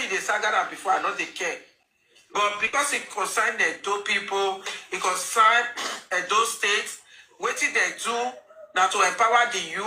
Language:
Nigerian Pidgin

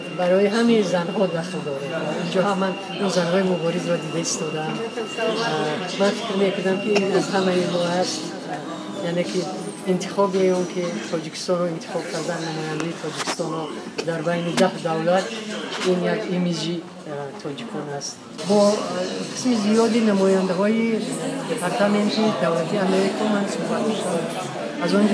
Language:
Tajik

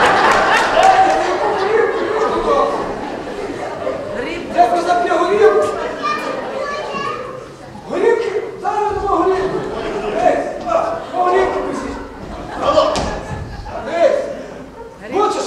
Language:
Ukrainian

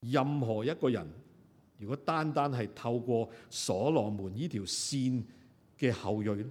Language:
Cantonese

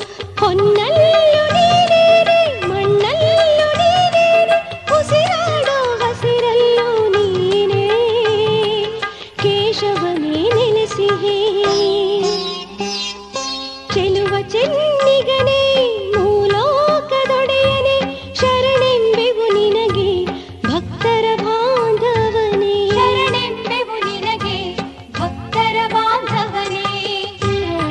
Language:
Kannada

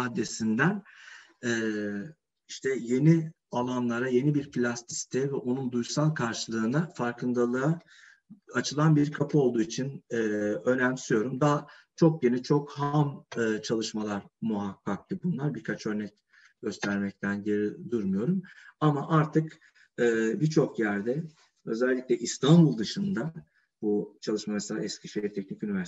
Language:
Turkish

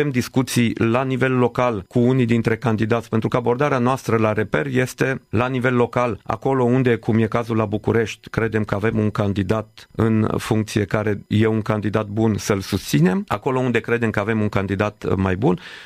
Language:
Romanian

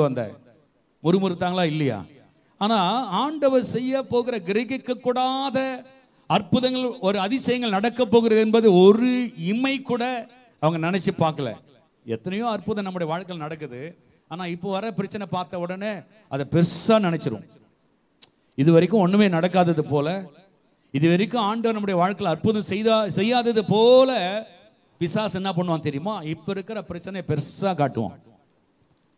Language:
Tamil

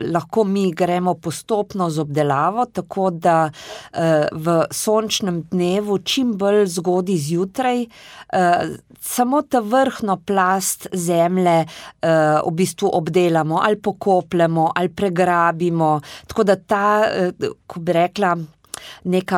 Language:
Slovenian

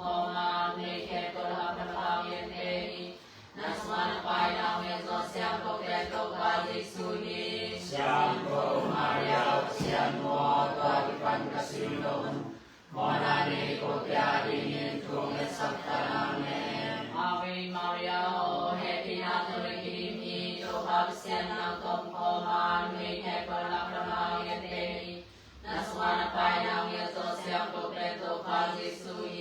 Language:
Tedim Chin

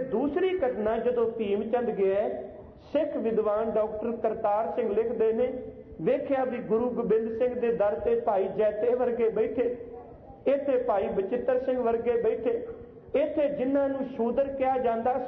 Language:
Punjabi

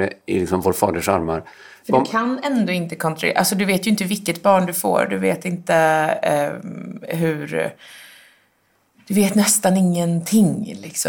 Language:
Swedish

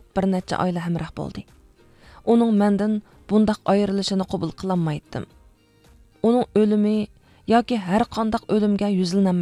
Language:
Uyghur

